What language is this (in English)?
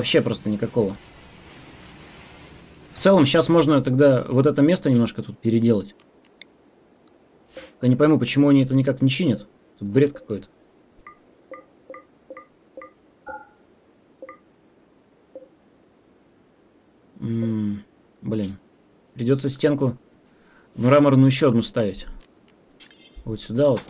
Russian